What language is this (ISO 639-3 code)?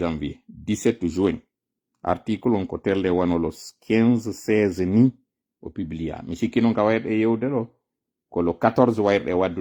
ful